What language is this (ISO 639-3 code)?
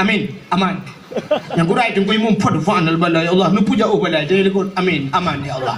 ace